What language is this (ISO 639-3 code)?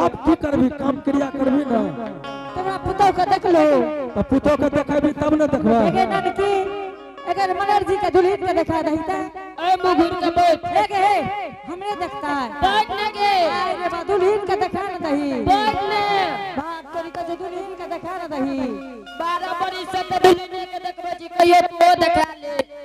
anp